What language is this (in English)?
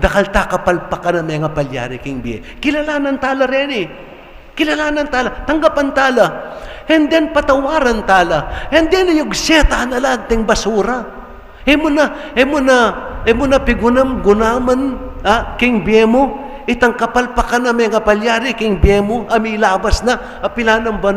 Pampanga